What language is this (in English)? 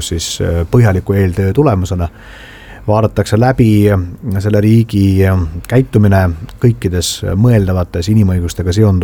Estonian